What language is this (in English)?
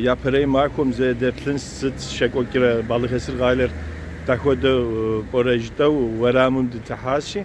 Kabardian